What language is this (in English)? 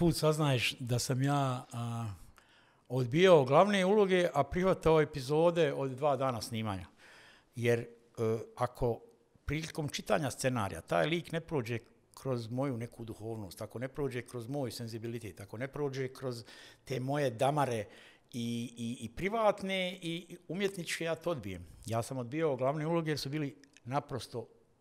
Bosnian